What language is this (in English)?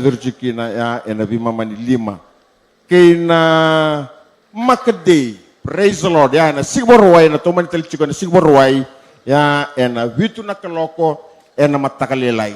Fijian